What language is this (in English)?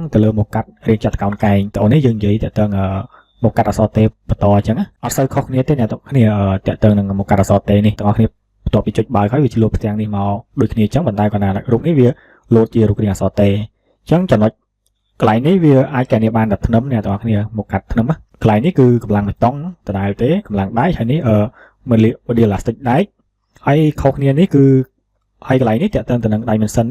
Khmer